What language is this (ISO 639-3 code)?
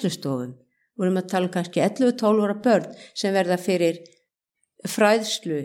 isl